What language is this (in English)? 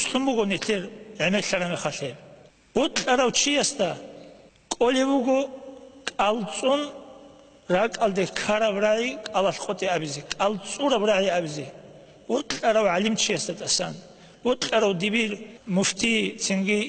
Avaric